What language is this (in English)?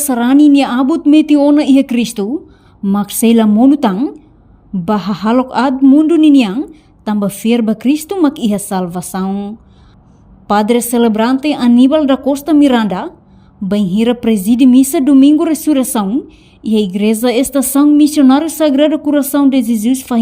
Tetum